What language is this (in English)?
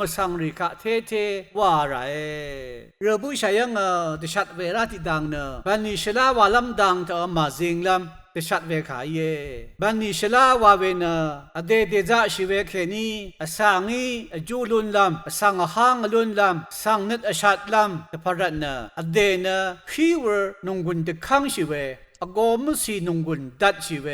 Rawang